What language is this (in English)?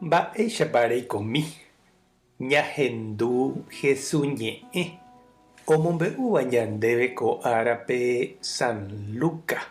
Guarani